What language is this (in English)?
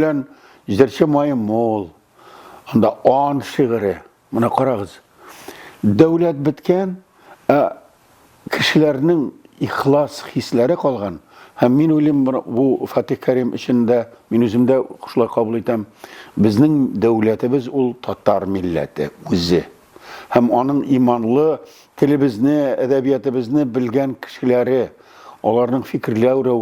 Tatar